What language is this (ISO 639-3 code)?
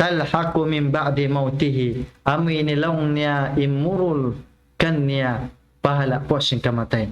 tsg